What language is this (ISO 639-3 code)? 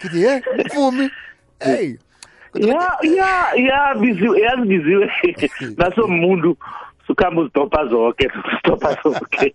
nbl